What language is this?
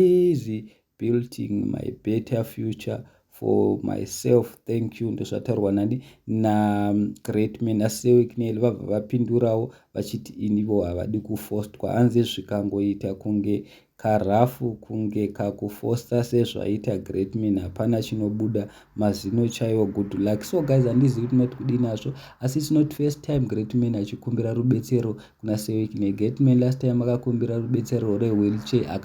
Shona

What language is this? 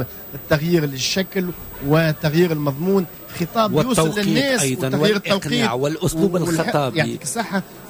Tunisian Arabic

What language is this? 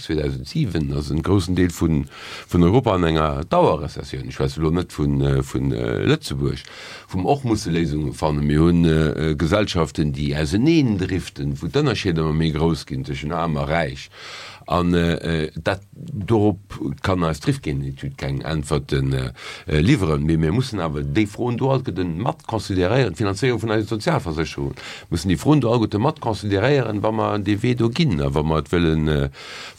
Luxembourgish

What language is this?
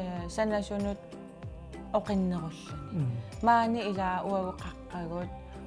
Kalaallisut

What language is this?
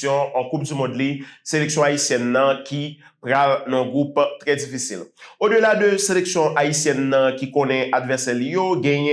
Haitian Creole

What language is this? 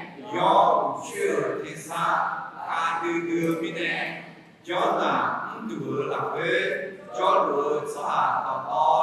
Akha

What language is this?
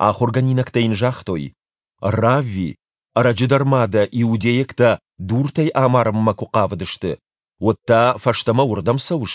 Ossetic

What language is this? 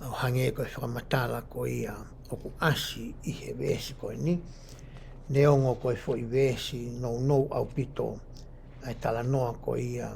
Tongan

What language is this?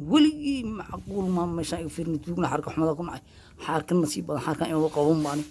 Somali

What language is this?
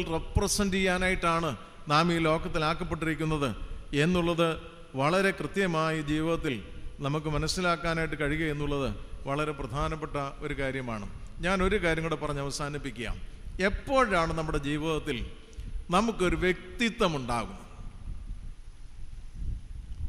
Malayalam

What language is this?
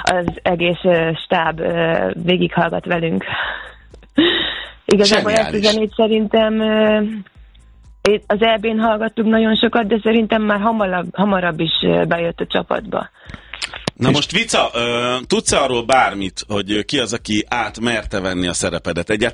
Hungarian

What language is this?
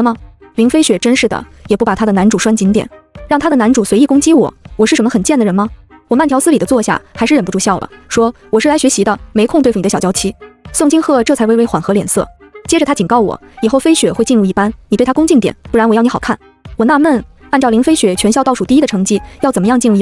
Chinese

